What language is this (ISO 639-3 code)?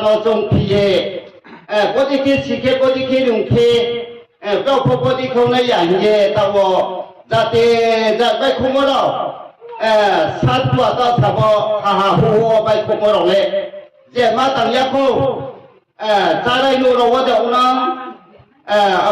ria